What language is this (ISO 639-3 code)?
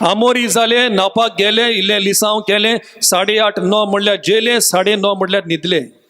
kok